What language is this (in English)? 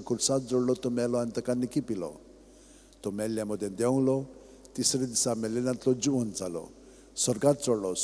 Konkani